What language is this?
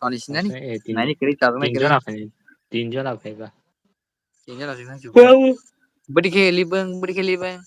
Kok Borok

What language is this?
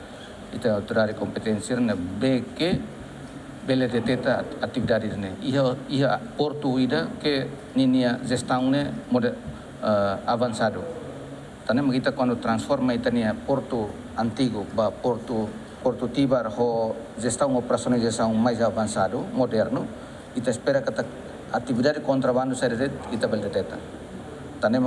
Tetum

